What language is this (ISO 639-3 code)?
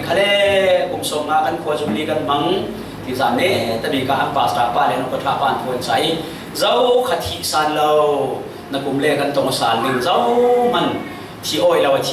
cfm